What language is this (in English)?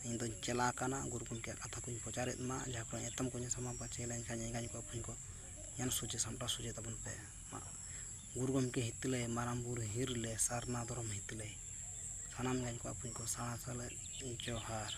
Santali